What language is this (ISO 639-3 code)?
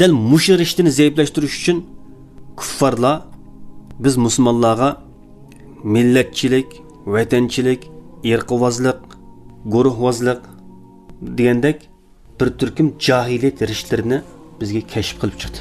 uig